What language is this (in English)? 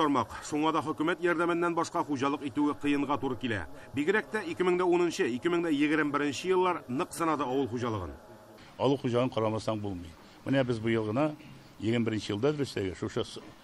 Tatar